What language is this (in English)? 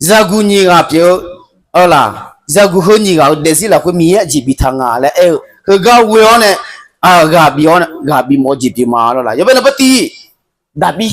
Akha